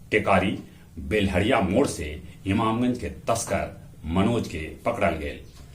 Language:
Magahi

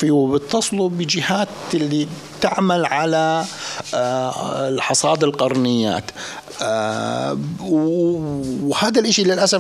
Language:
North Levantine Arabic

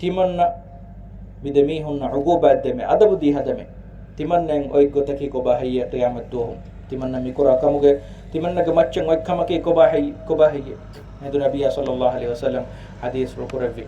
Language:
Divehi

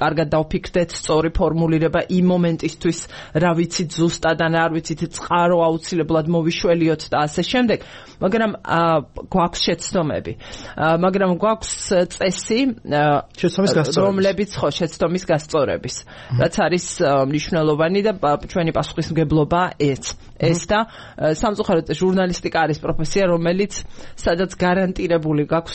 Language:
Georgian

